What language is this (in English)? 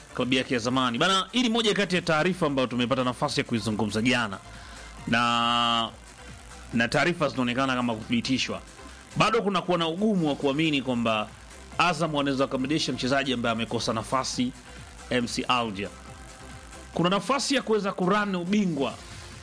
Swahili